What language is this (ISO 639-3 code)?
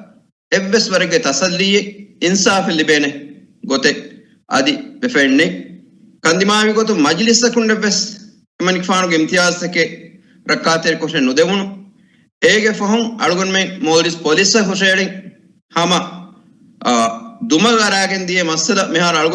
div